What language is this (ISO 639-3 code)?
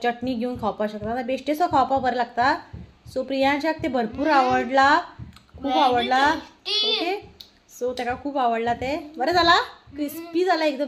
kok